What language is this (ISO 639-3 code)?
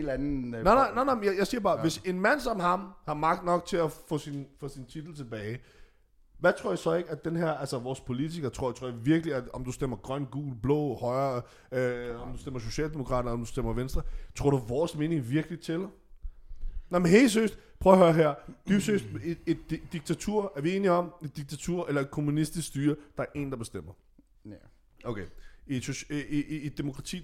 dan